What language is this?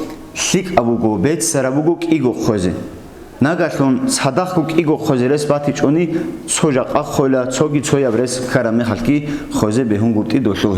Avaric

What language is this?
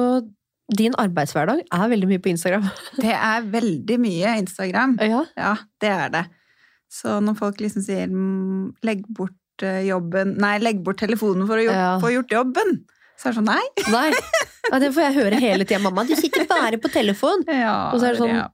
Norwegian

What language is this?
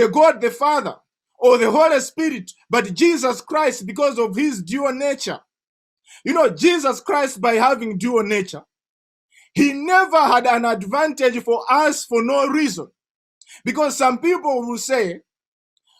English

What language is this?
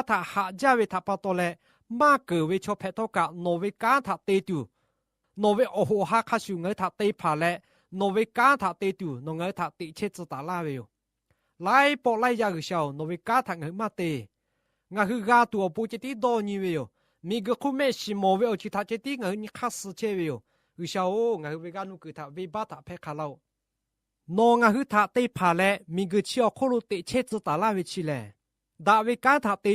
Lahu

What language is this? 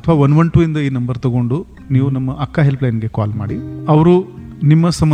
Kannada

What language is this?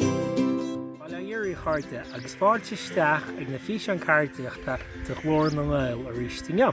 Irish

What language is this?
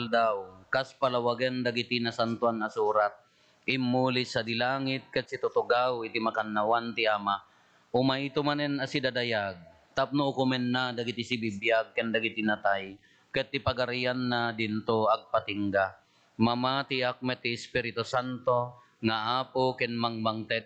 Iloko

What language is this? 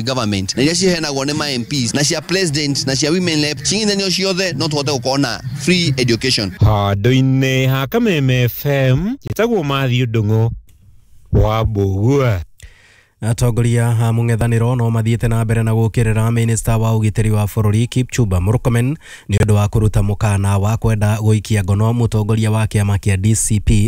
Kikuyu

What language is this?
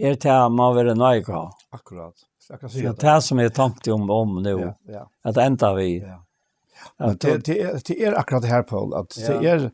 Faroese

